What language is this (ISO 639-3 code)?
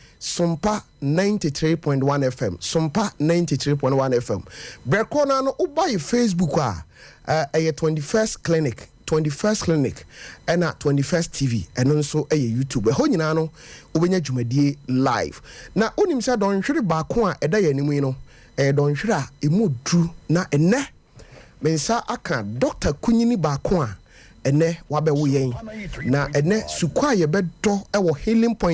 aka